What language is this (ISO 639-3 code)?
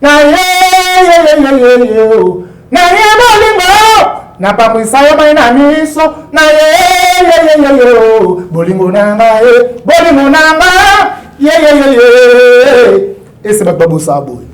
lin